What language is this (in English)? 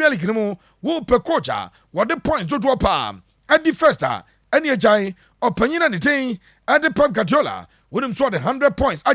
Akan